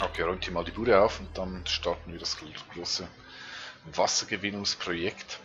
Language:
Swiss German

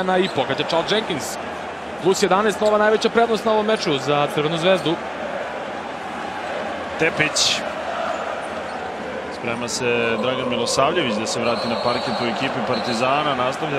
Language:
Serbian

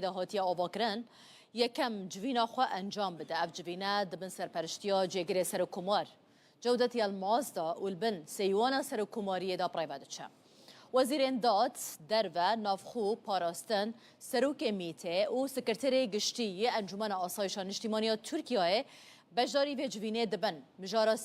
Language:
Kurdish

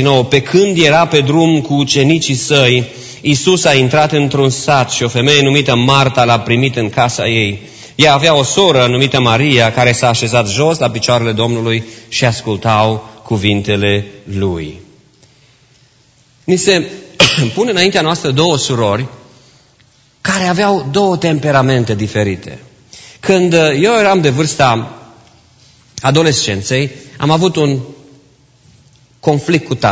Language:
Romanian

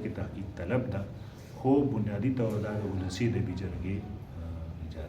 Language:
Pashto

